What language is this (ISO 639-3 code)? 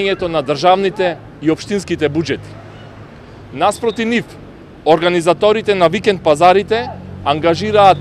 mkd